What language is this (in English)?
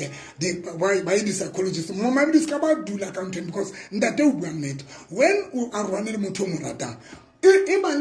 Southern Sotho